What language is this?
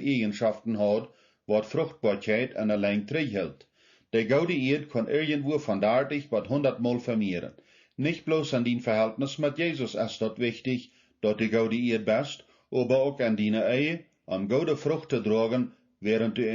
Plautdietsch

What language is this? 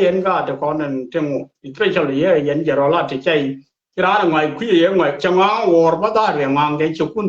Nuer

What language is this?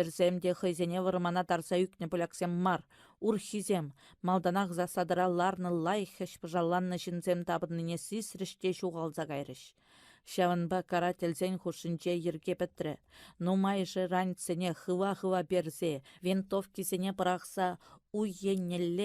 Chuvash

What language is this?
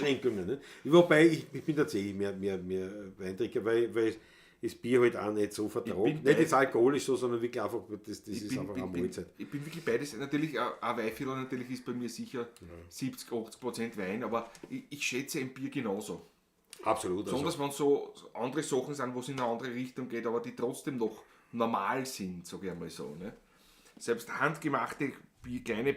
Bavarian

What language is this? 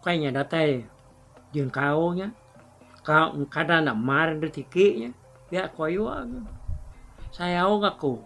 Iban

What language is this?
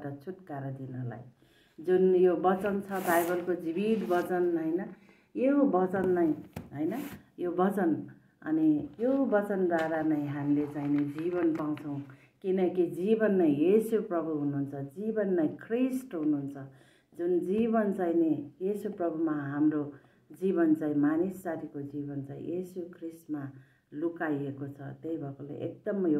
Nepali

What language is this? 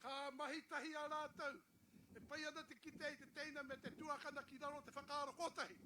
Māori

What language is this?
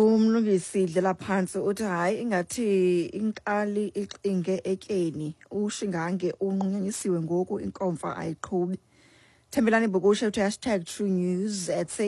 Xhosa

